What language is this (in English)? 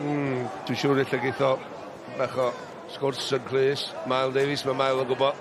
Welsh